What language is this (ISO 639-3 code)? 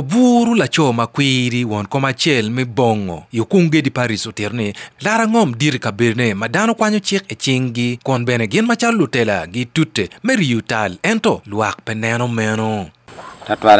ach